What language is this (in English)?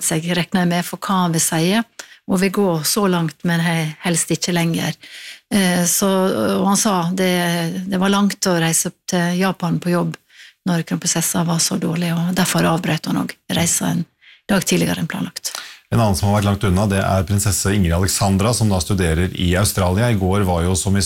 Norwegian